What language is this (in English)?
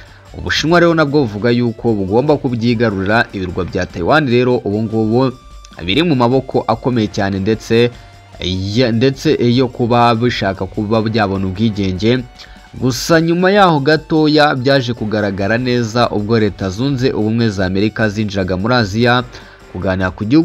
Kinyarwanda